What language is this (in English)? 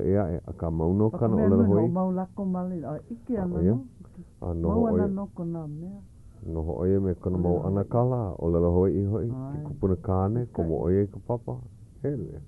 Hawaiian